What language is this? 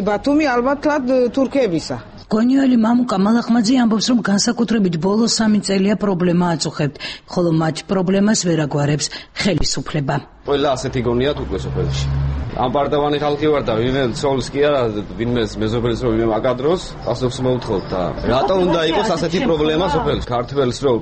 Georgian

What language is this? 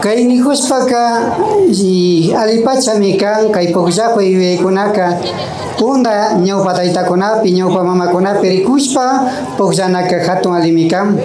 Imbabura Highland Quichua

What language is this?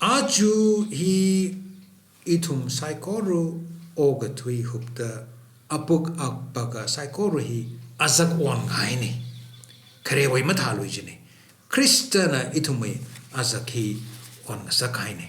Tangkhul Naga (India)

